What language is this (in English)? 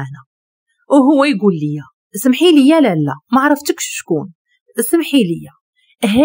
Moroccan Arabic